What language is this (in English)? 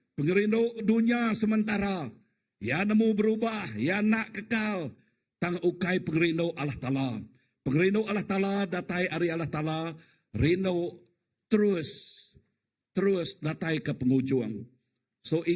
Iban